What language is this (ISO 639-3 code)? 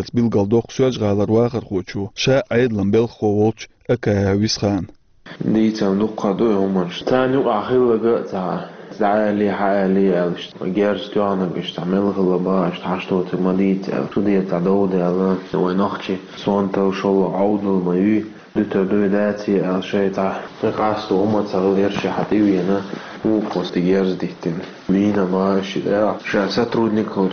che